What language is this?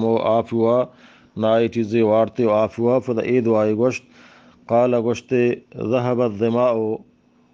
Eastern Balochi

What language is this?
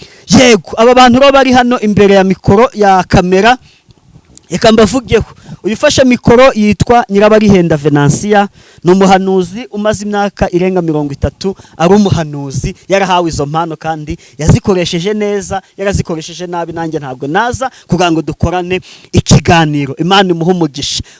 Kinyarwanda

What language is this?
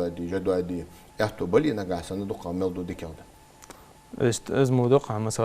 Ingush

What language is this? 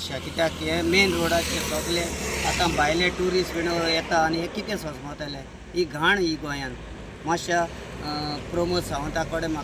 Konkani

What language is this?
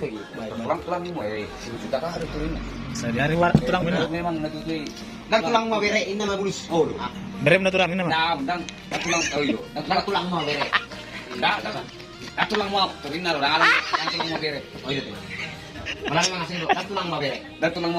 Batak Toba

